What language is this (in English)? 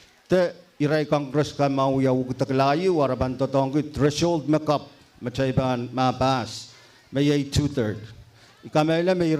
Pohnpeian